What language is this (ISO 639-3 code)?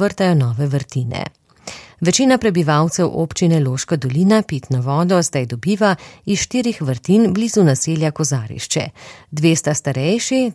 slv